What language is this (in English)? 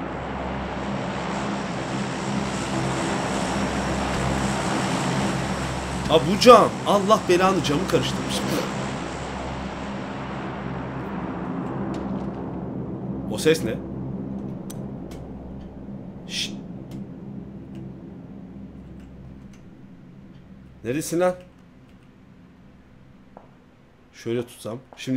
Turkish